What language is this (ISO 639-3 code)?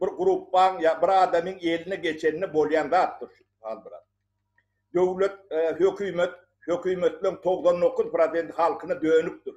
tuk